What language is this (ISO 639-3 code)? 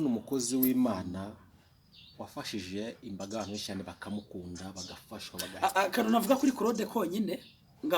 kin